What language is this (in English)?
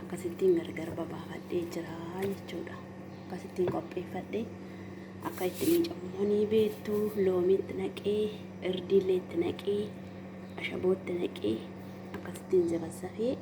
Oromo